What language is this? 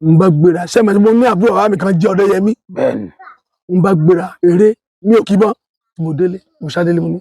Yoruba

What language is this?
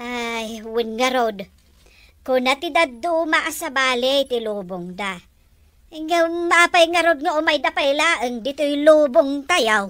Iloko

